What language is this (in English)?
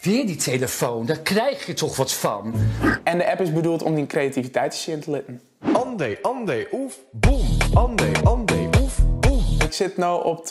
Western Frisian